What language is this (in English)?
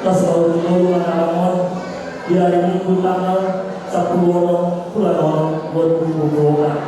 Batak Toba